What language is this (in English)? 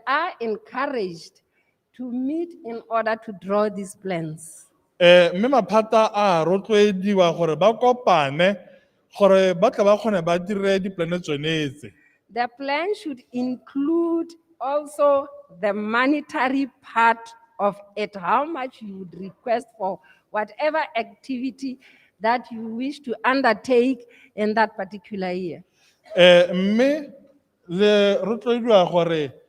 Tswana